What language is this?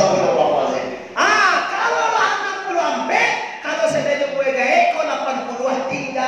Minangkabau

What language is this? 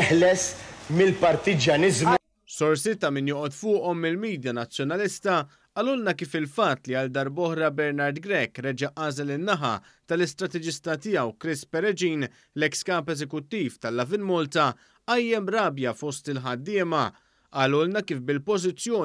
Maltese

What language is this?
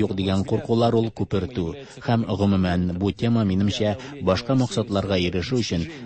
Tatar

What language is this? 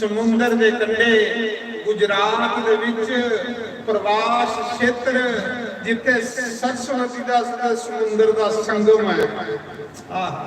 Dogri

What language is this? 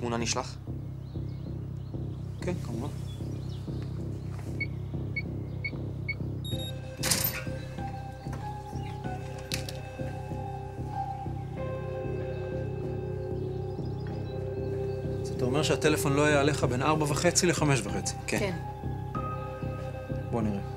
Hebrew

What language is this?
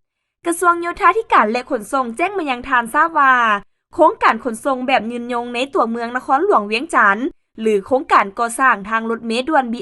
Lao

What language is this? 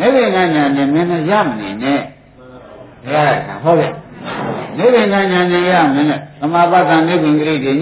Burmese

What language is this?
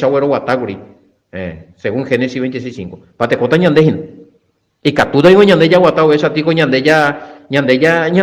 Guarani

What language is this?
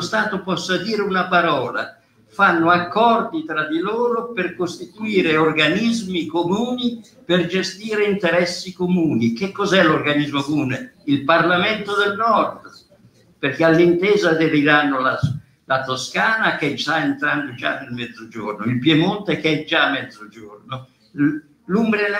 Italian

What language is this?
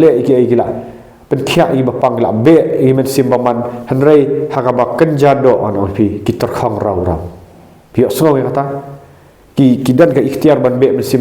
Khasi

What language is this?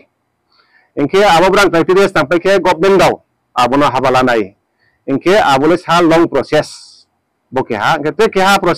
Riang (India)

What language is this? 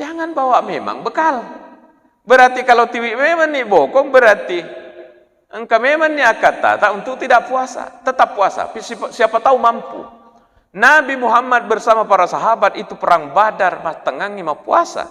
Buginese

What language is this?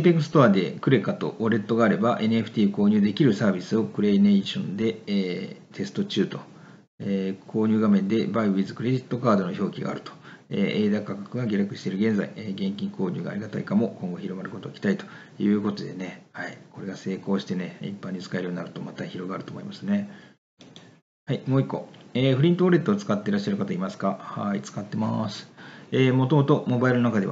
Japanese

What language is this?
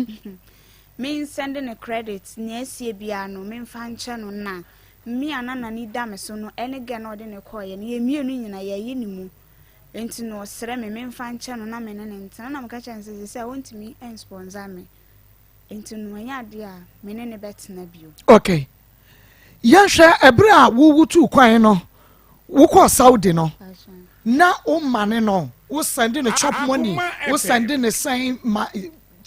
Akan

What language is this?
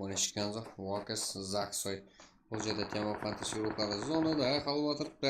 Kara-Kalpak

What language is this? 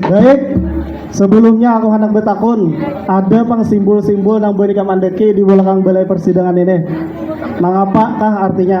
Banjar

